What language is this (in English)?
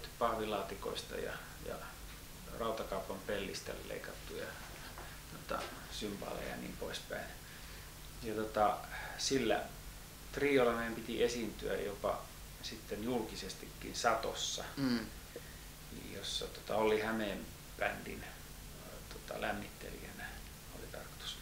Finnish